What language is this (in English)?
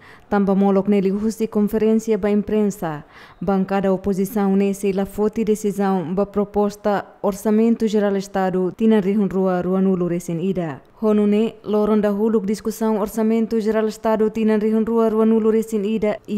Tetum